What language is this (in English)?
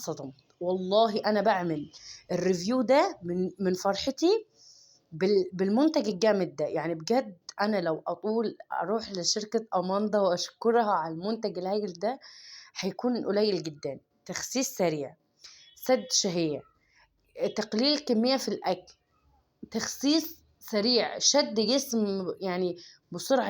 Egyptian Arabic